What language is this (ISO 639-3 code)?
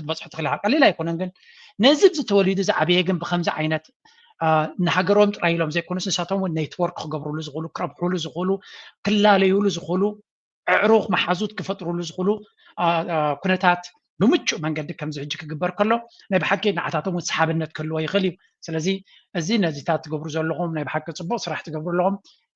tir